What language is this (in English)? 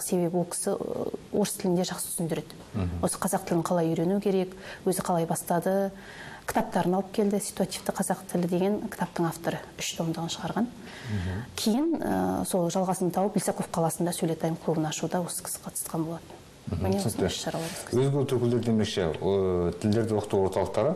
Kazakh